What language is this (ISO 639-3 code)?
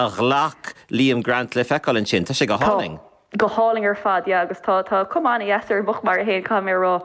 gle